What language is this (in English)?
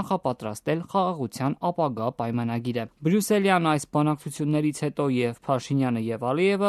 Armenian